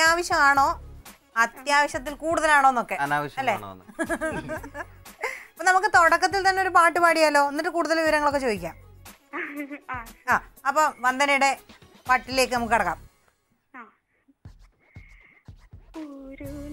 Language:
Malayalam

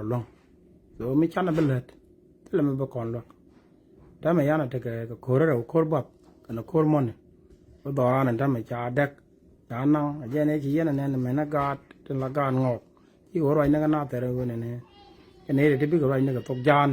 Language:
Nuer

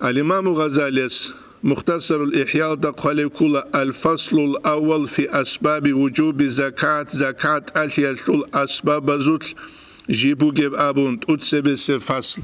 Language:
Avaric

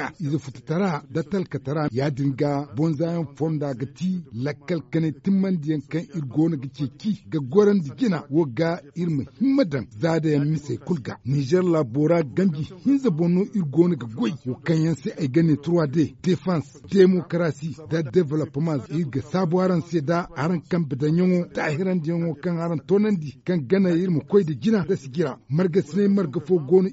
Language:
Zarma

